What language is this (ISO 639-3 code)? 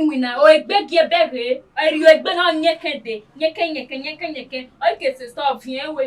bin